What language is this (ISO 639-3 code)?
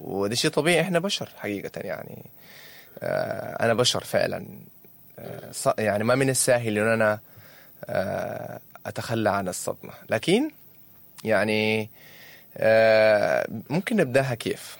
apd